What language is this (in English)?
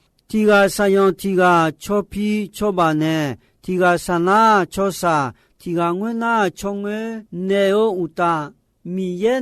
Akha